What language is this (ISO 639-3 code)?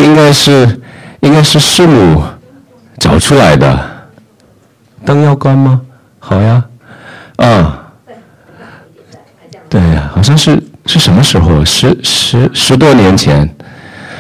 zho